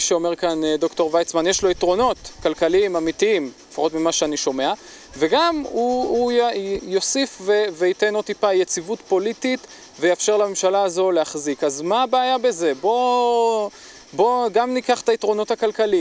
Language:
Hebrew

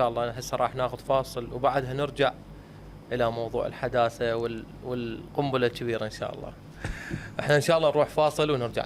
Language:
Mesopotamian Arabic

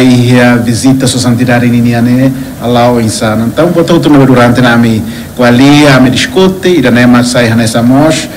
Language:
Tetum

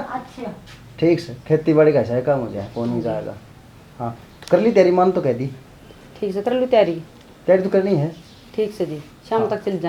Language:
Haryanvi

